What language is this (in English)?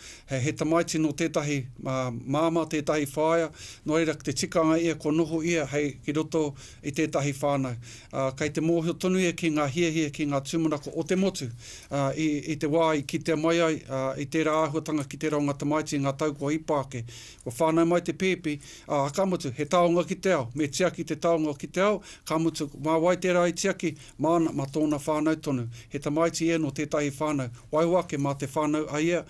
Māori